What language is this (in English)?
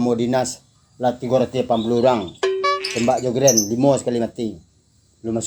Minangkabau